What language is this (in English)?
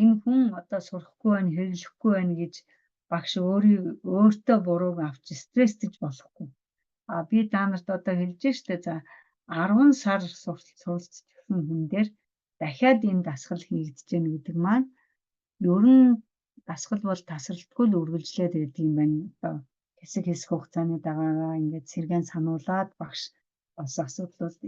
Mongolian